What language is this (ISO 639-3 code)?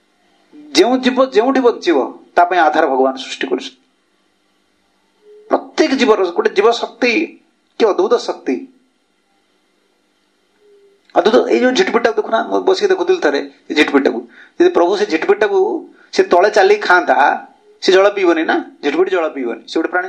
ori